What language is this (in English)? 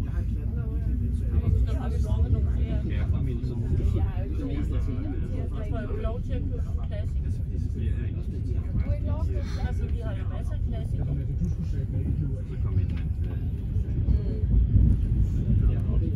Danish